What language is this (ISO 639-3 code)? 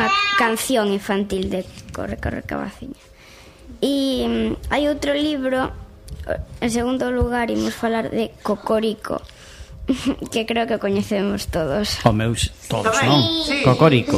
glg